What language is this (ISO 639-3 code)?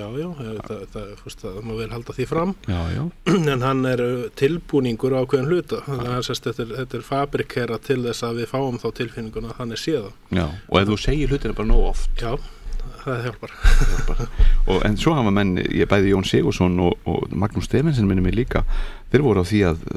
isl